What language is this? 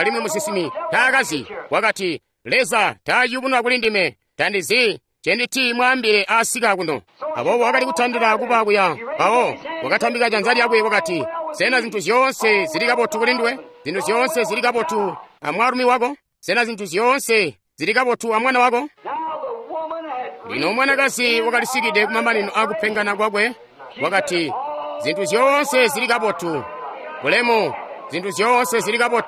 Tonga (Zambia)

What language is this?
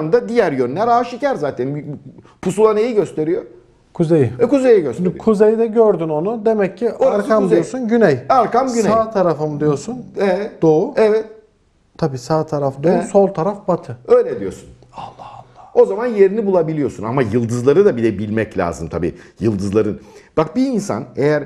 Turkish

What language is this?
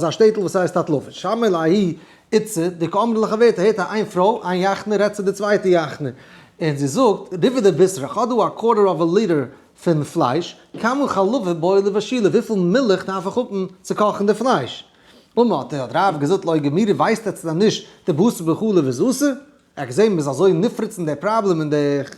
Yiddish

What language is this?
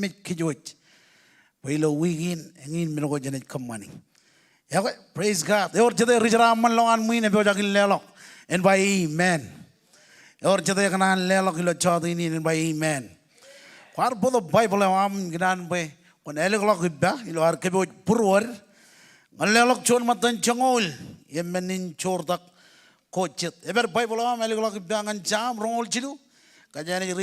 Marshallese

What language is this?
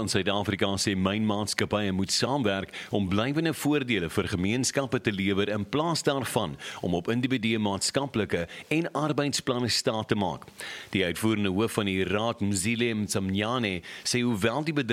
Afrikaans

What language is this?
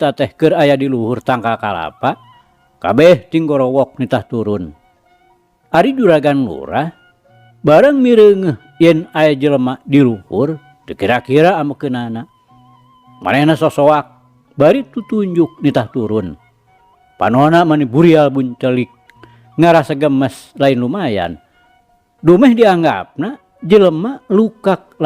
Sundanese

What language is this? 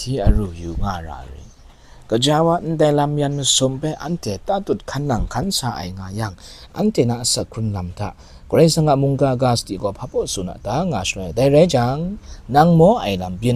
Kachin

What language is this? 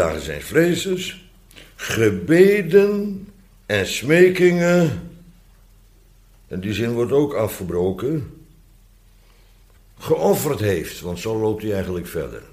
Dutch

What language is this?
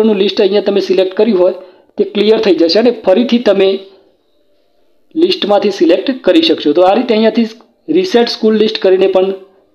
Gujarati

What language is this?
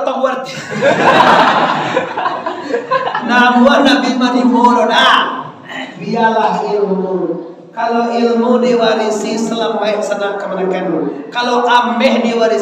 Minangkabau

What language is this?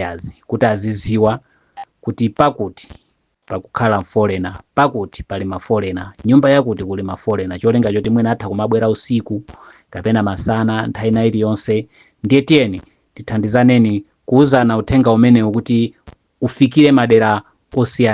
Nyanja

